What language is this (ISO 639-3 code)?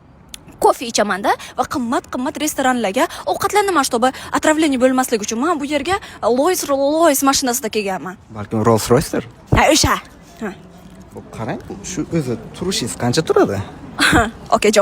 uzb